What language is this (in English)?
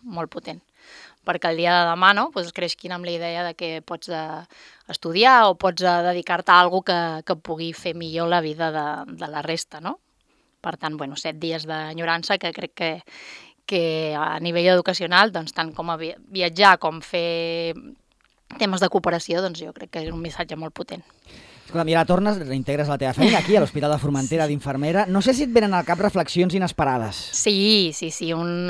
Catalan